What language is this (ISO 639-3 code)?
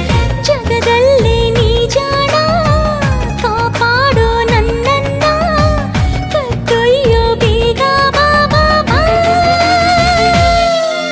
kan